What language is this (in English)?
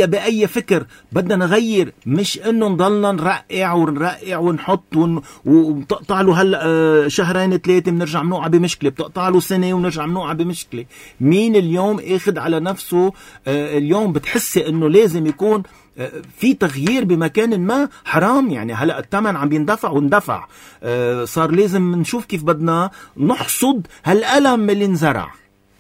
North Levantine Arabic